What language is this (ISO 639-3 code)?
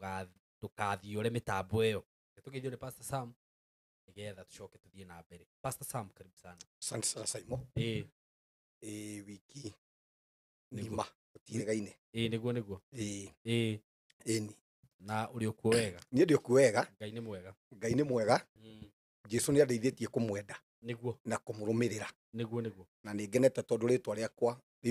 kik